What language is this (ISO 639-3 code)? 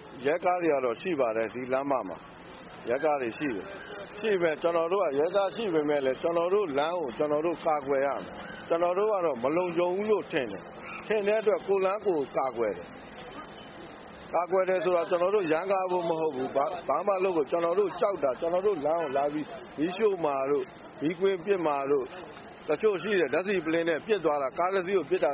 mya